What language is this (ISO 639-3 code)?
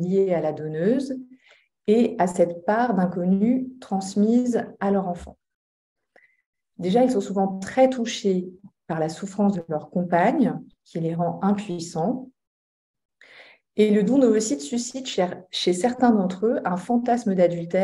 fra